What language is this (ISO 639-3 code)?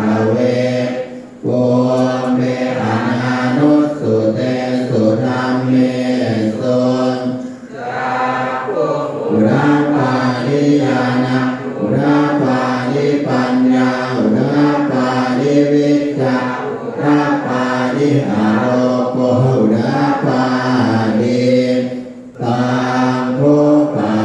pli